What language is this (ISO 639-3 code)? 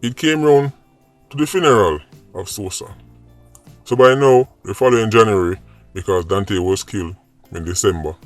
jam